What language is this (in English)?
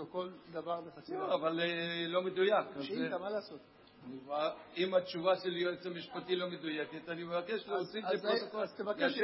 Hebrew